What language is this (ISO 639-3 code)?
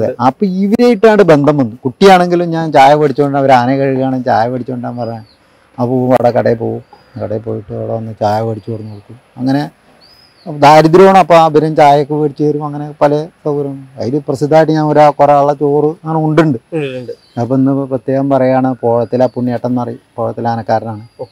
mal